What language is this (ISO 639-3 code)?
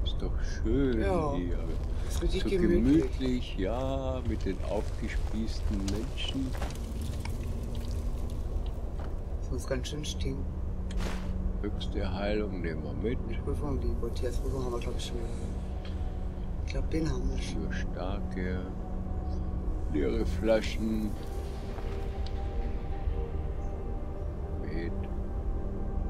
deu